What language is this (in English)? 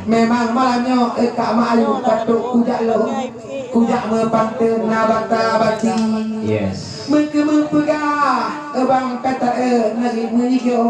Achinese